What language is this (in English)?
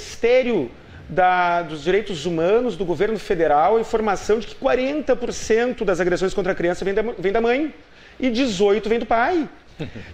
Portuguese